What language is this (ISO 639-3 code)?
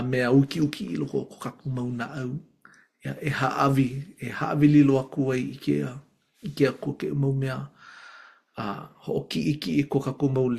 haw